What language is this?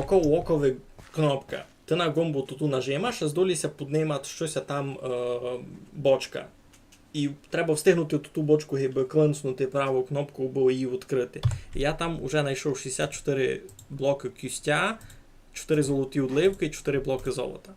Rusyn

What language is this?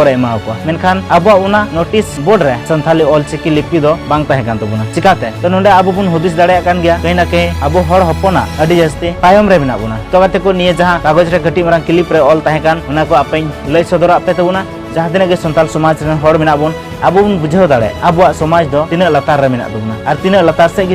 Santali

